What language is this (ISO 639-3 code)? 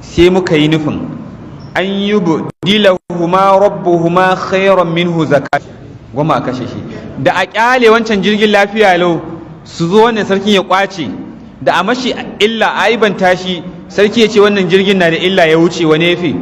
hau